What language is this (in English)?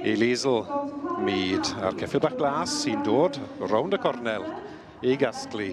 Welsh